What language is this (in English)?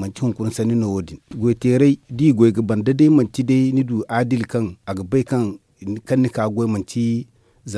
Zarma